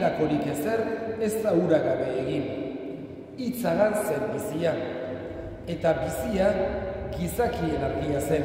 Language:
Basque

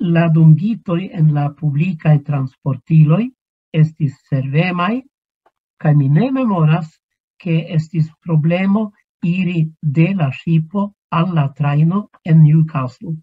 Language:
Esperanto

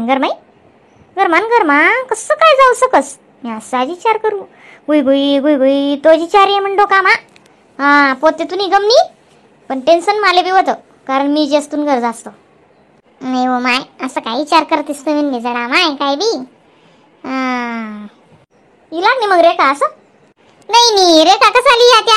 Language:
Khandesi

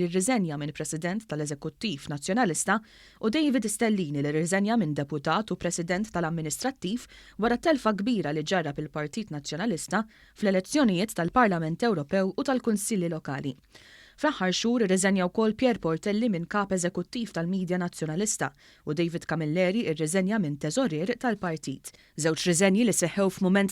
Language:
Maltese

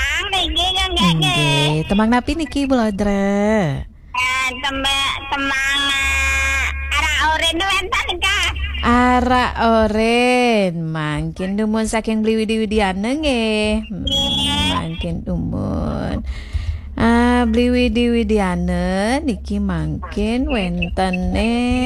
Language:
Balinese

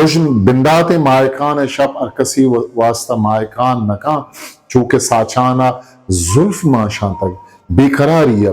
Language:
Eastern Balochi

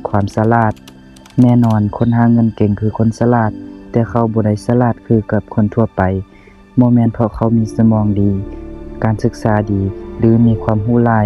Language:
Lao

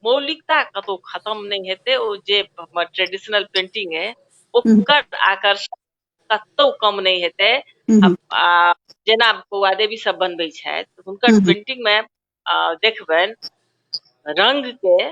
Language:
Maithili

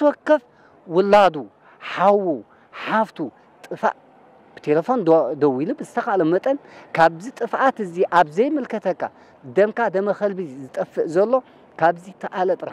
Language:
Tigrinya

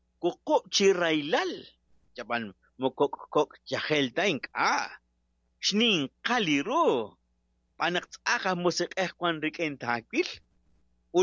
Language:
Kekchí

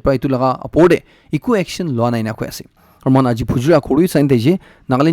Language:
Naga Pidgin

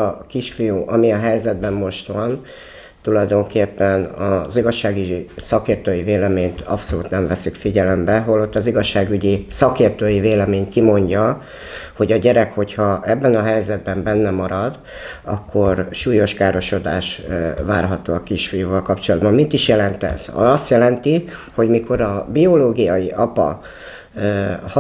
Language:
Hungarian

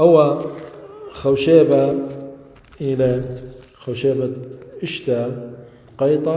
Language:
Assyrian Neo-Aramaic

